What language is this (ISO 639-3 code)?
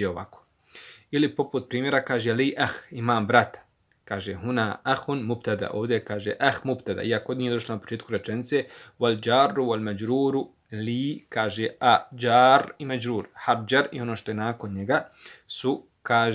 bos